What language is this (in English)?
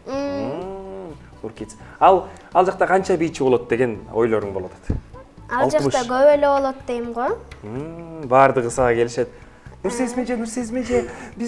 Kyrgyz